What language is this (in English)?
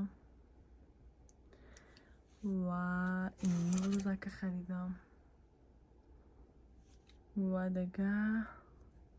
Persian